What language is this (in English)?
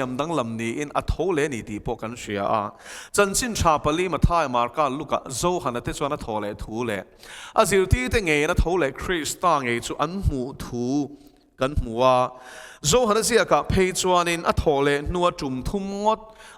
Mizo